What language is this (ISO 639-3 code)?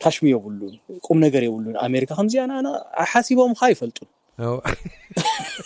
tir